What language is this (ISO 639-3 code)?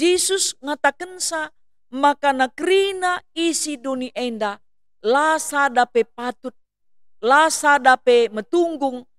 btx